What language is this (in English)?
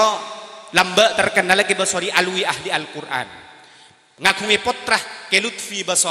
Madurese